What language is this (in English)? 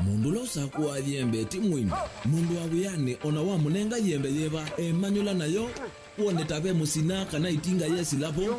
Kamba